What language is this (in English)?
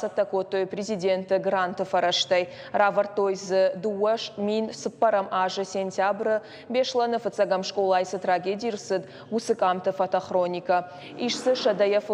Ossetic